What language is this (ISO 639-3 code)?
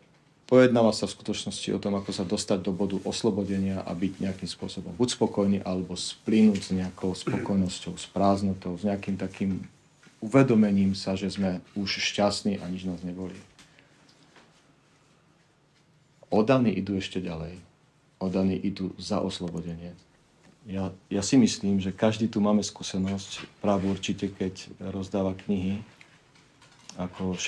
slk